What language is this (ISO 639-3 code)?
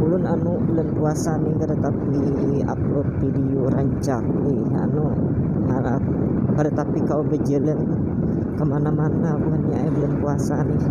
bjn